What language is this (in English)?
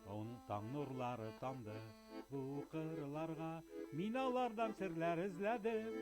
Tatar